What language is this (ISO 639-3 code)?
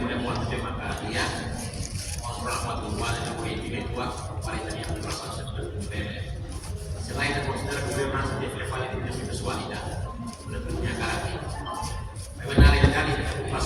tet